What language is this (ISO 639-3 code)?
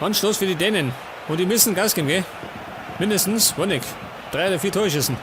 bar